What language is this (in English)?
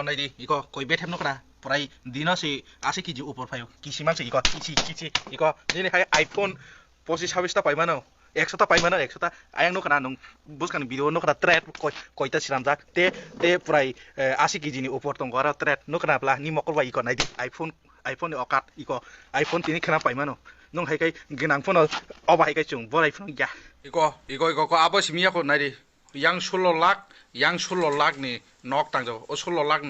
Kok Borok